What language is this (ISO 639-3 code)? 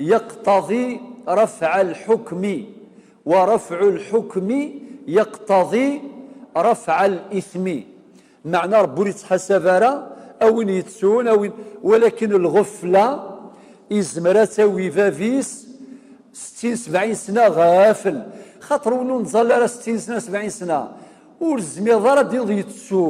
kab